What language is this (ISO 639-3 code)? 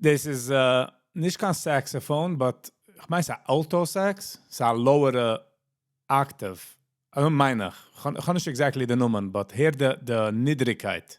yid